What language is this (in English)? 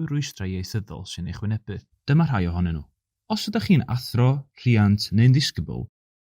Welsh